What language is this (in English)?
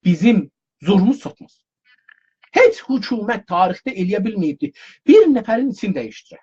South Azerbaijani